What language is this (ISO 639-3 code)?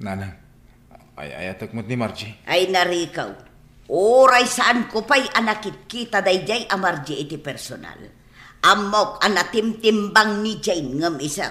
ilo